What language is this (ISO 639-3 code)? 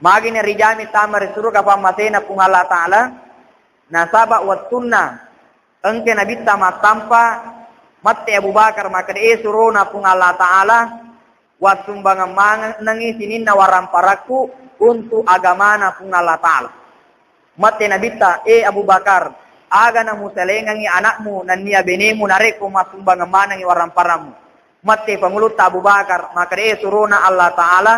bug